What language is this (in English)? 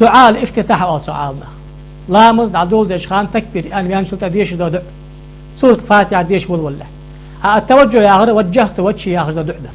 Ingush